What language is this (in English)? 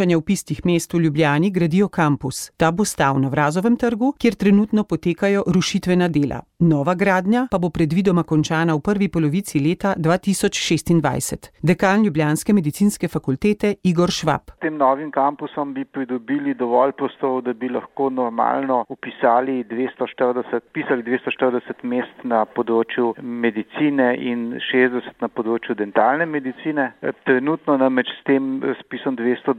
Slovenian